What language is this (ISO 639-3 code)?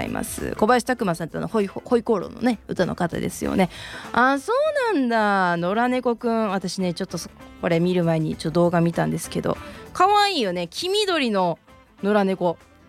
jpn